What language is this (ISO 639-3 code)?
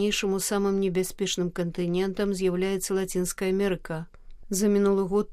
bel